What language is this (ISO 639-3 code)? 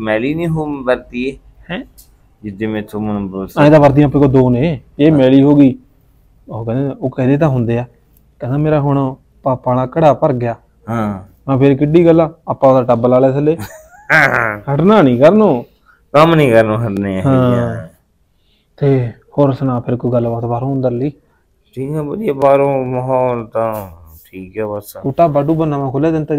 pan